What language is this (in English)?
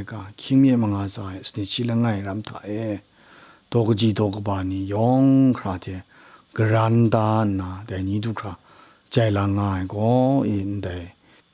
Kachin